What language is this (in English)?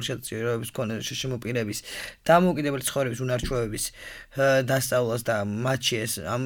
Georgian